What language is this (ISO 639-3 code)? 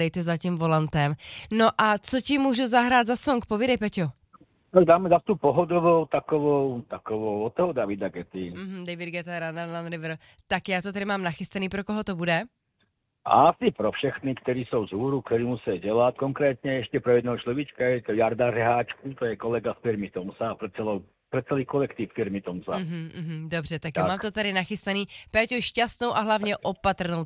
ces